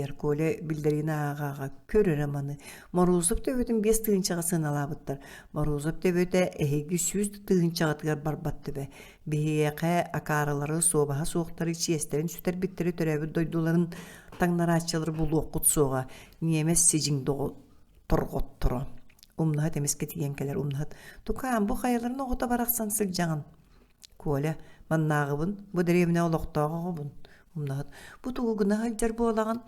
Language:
Yakut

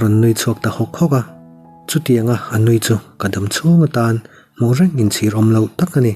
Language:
Mizo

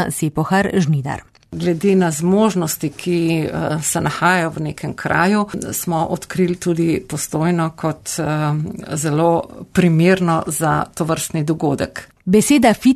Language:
Slovenian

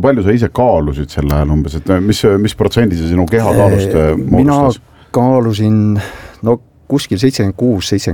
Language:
Estonian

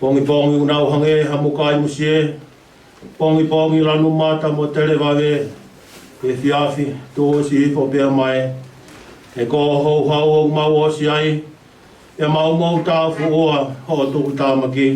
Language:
Tongan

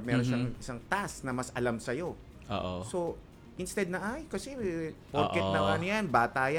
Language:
Filipino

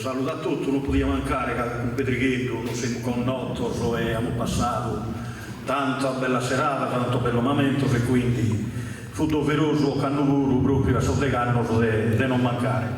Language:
Sardinian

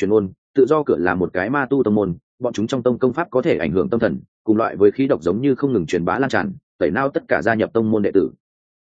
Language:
Vietnamese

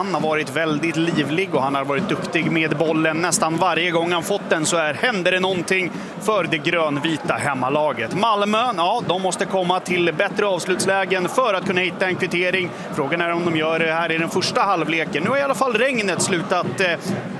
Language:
Swedish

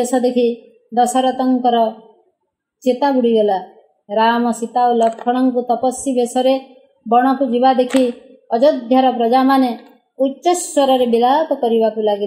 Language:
Odia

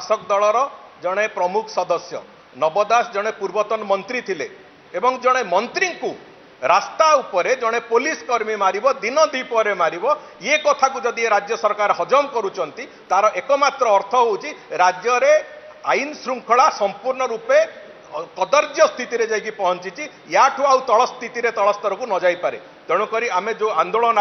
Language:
Odia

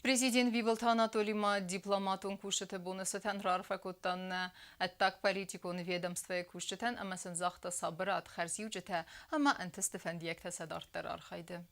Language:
Ossetic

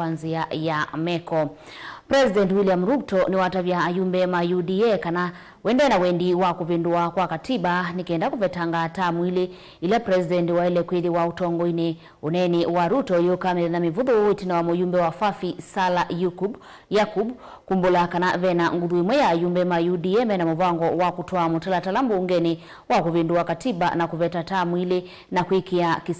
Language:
Kamba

